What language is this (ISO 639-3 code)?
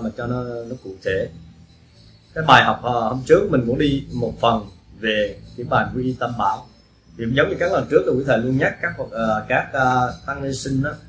vie